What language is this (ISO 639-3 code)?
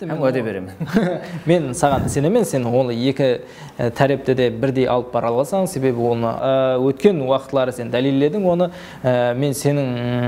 kaa